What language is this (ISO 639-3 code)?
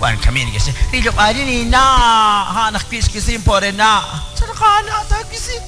kek